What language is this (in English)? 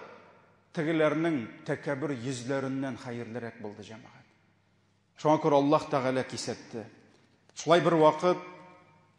Tatar